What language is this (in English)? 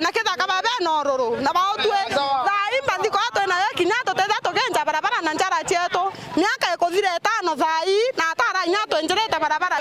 Meru